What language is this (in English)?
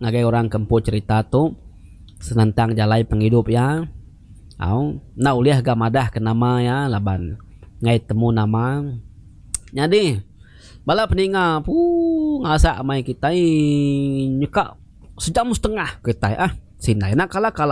Iban